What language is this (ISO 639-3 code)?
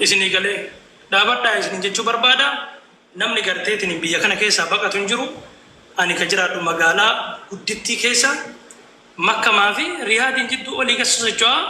orm